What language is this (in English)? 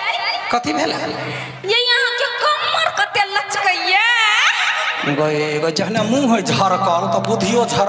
Maithili